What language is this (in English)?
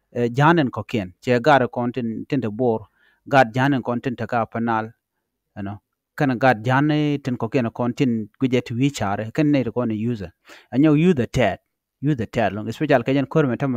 Nuer